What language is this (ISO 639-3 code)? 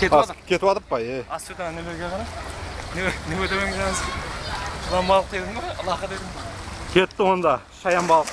kaa